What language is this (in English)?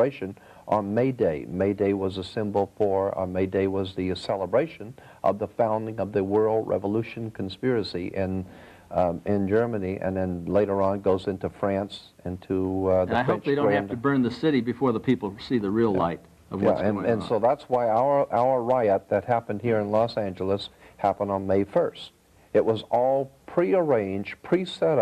English